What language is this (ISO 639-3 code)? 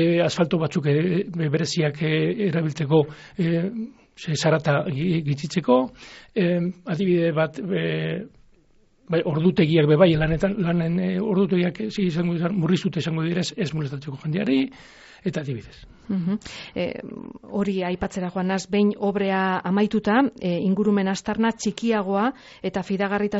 eus